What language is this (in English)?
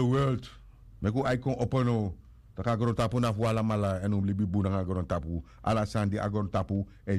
Sranan Tongo